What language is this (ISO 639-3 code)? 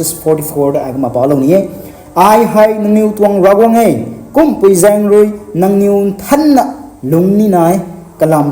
nbu